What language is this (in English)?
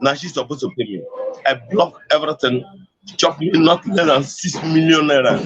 Nigerian Pidgin